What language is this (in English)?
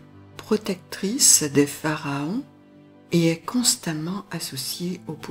French